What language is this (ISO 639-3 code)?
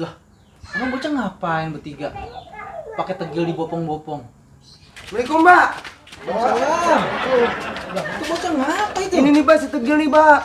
bew